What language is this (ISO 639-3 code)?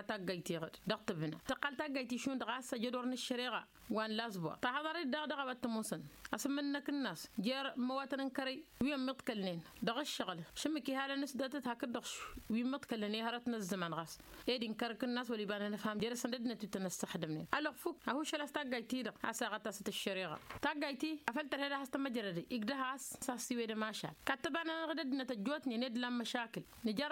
taq